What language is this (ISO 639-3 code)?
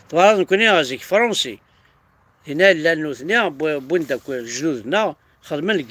kab